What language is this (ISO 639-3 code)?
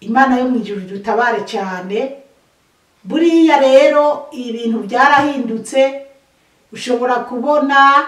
run